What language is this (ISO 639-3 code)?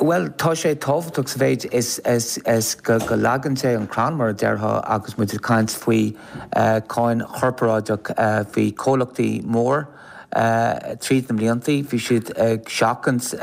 gle